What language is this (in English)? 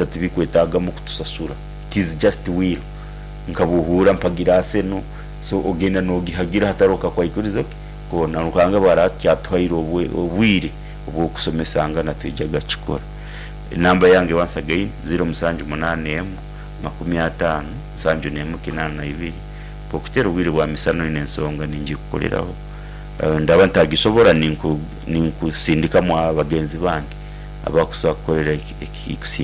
Nyoro